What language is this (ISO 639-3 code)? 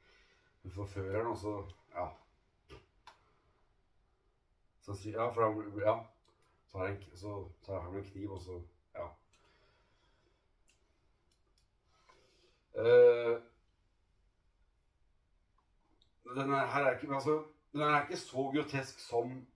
nor